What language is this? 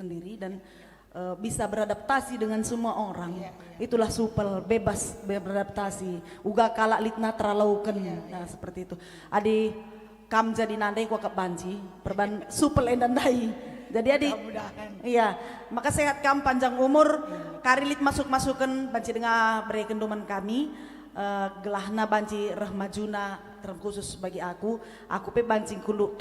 Batak Karo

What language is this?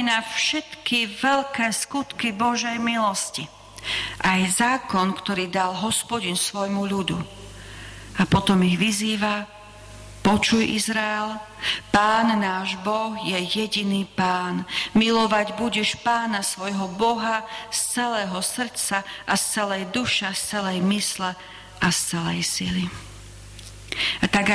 Slovak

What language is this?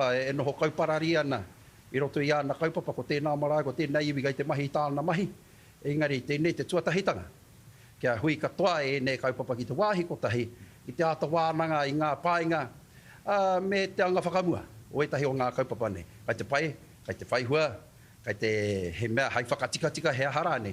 Māori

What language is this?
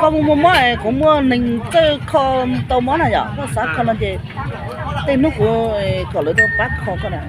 Hmong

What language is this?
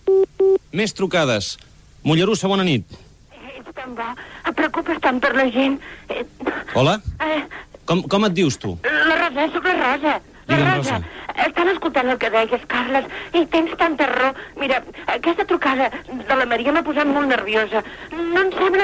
Catalan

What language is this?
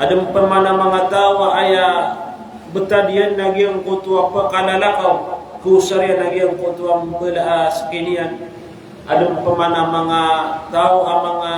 Maranao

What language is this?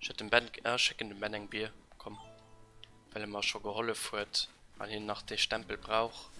Luxembourgish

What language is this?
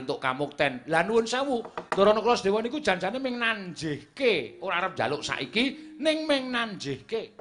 Javanese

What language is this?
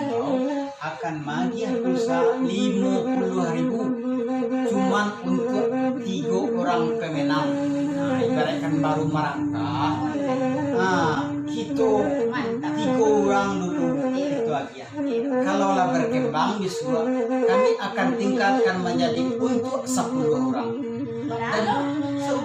Minangkabau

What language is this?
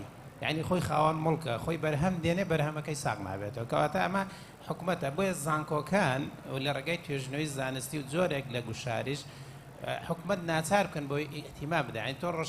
Central Kurdish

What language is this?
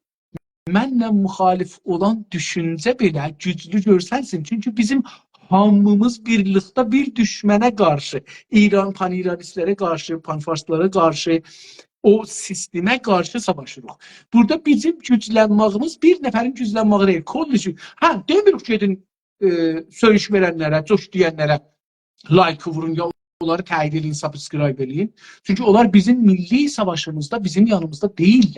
South Azerbaijani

